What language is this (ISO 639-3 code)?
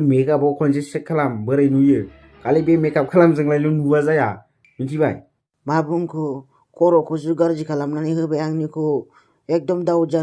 brx